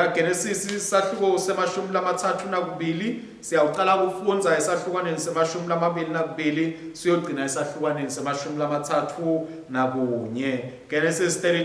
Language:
Swati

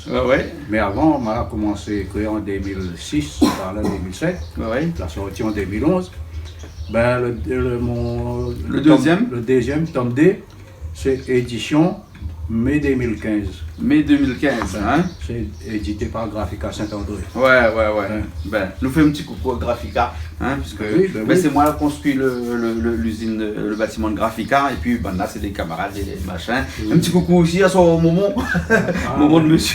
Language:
Réunion Creole French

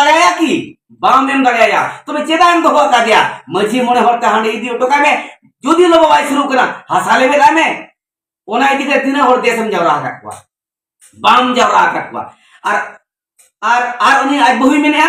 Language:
Santali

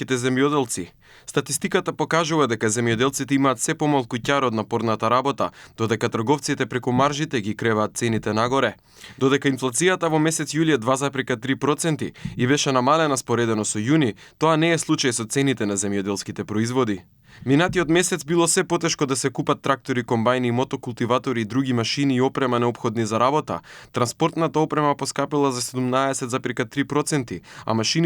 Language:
Macedonian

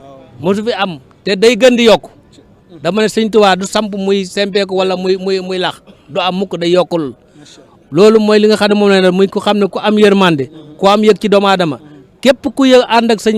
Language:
Wolof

